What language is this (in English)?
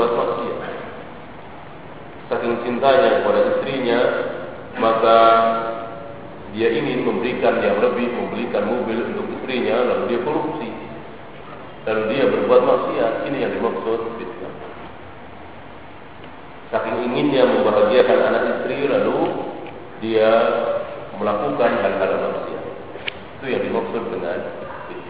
Indonesian